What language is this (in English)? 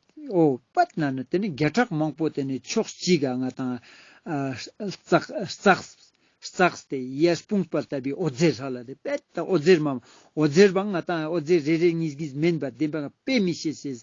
Ladakhi